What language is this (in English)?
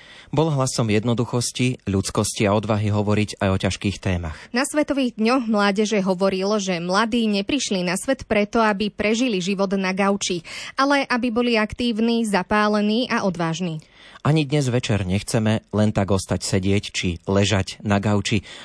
Slovak